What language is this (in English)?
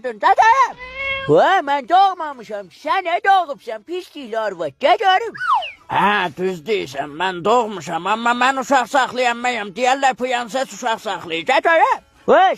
Azerbaijani